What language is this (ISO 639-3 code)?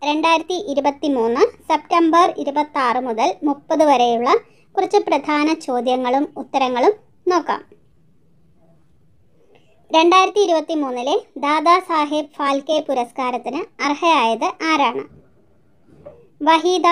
mal